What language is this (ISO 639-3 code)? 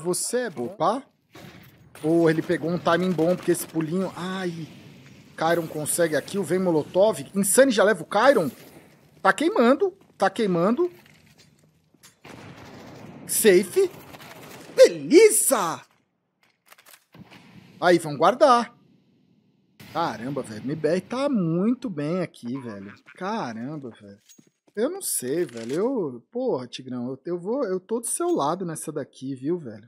por